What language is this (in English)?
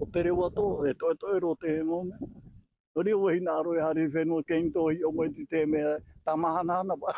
Tahitian